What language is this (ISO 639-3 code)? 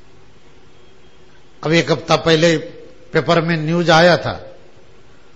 hin